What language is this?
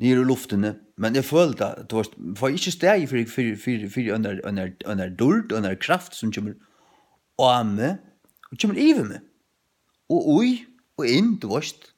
Faroese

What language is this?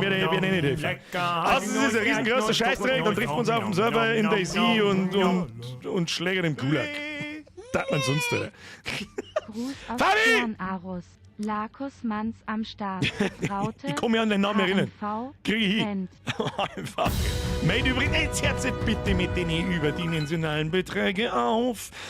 Bavarian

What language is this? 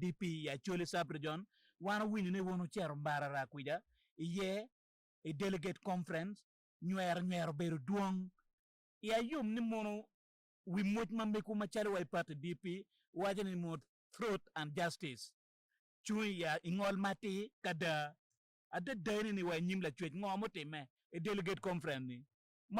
Acoli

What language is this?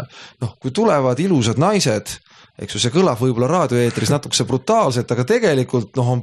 Estonian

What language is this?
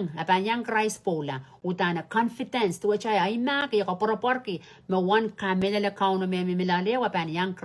Pohnpeian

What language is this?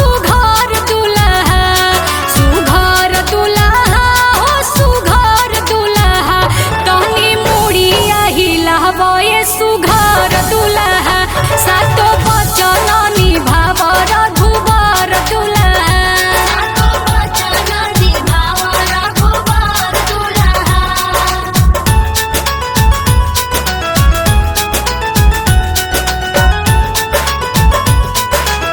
Bhojpuri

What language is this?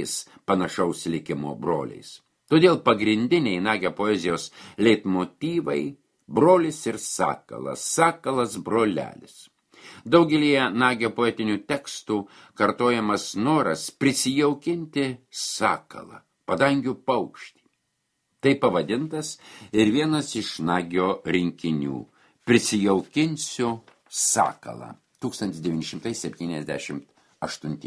Lithuanian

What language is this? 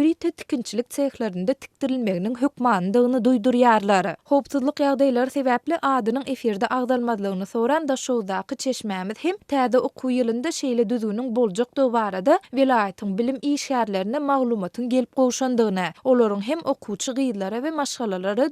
Turkmen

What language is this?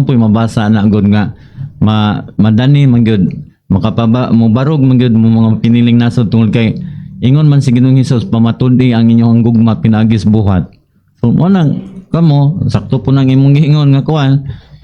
Cebuano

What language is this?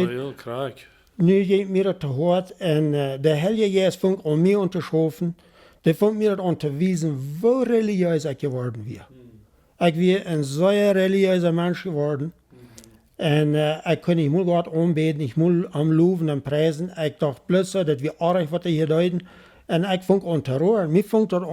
Plautdietsch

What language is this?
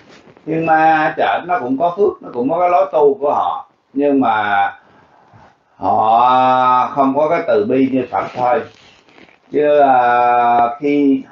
Vietnamese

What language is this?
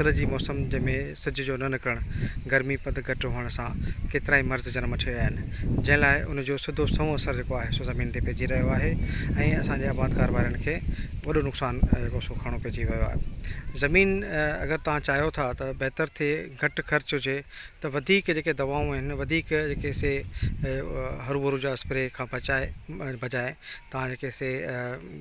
Sindhi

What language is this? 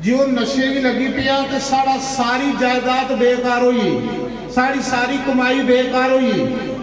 Dogri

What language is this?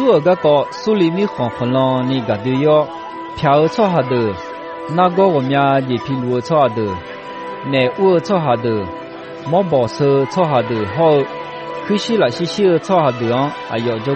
Akha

